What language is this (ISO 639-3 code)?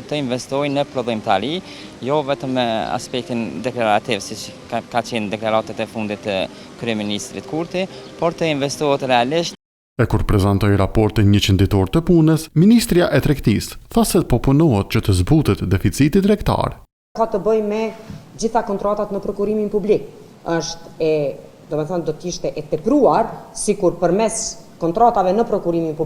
sqi